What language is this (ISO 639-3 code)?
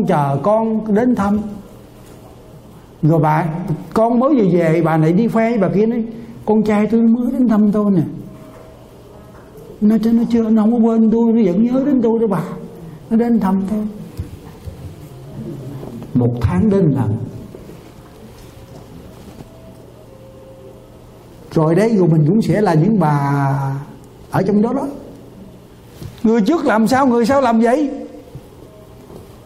vie